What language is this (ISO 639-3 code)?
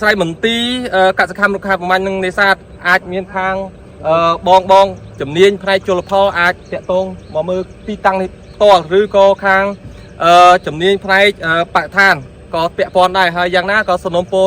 khm